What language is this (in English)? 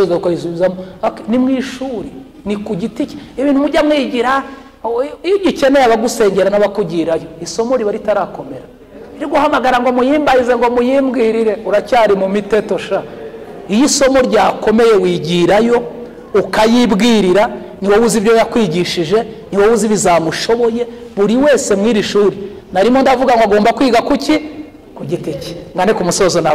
Kinyarwanda